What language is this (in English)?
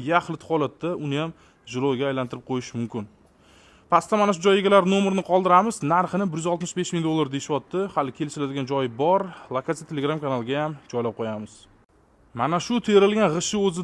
Uzbek